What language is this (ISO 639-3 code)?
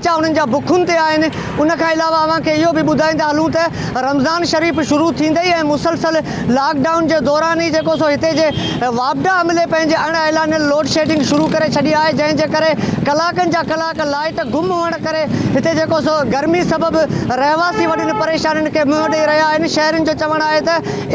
snd